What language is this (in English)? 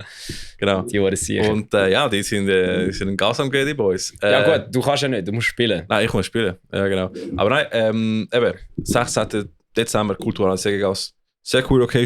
Swiss German